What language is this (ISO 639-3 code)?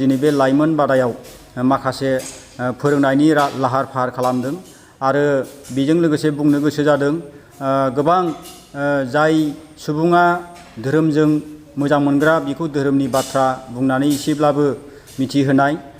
brx